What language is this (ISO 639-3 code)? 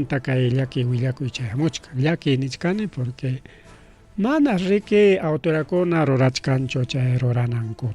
quy